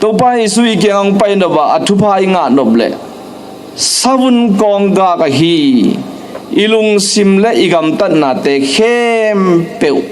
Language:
Tedim Chin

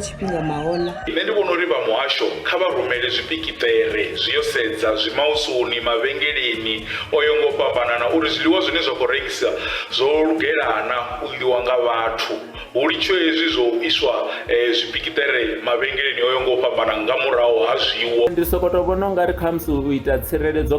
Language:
Venda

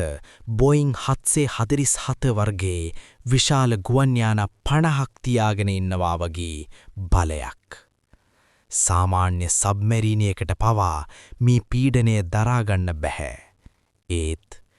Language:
Sinhala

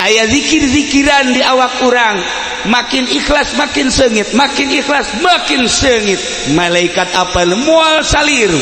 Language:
Sundanese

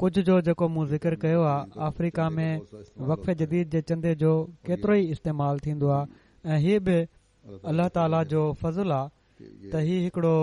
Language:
Sindhi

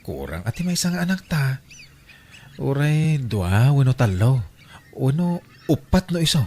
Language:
Iloko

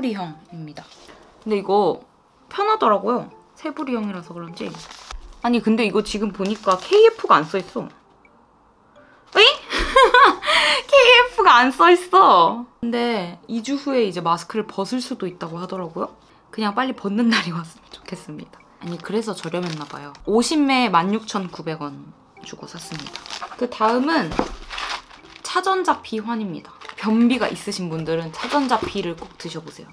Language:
Korean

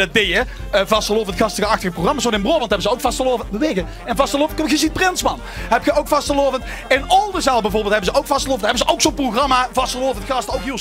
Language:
Limburgish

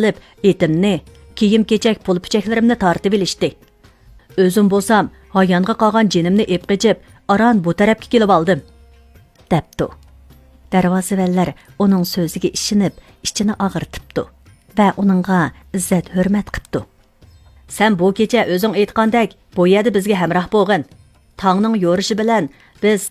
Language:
Uyghur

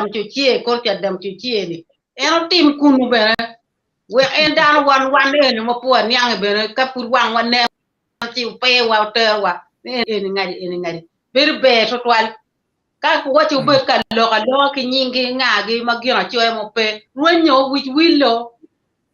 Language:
Acoli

